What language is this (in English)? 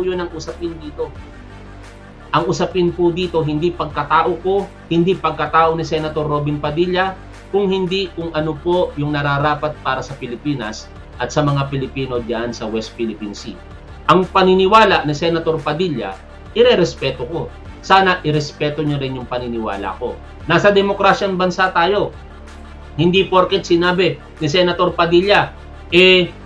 Filipino